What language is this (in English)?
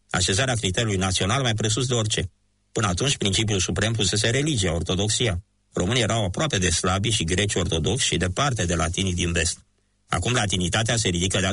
Romanian